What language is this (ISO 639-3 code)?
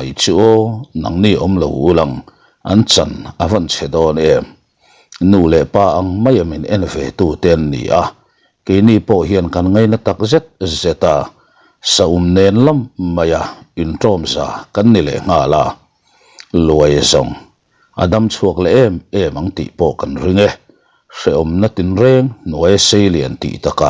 lus